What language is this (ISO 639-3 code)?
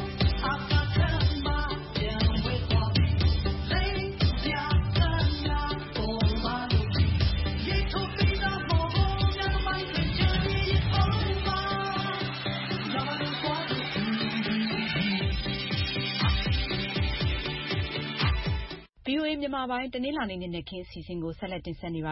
mya